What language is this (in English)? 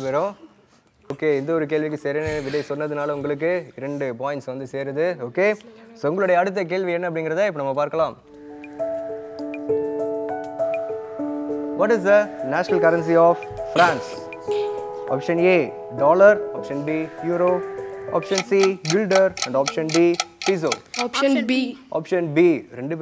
Tamil